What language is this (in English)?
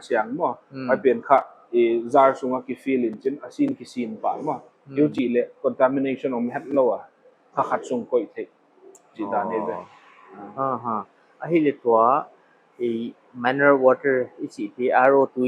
Paite Chin